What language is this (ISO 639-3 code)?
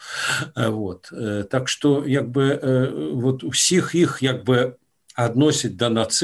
bel